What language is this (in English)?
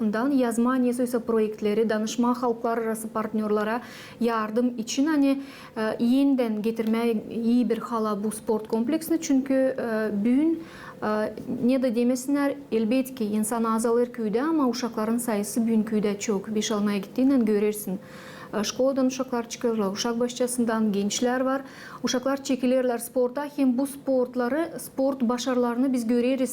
Gagauz